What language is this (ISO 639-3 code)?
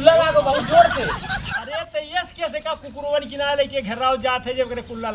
awa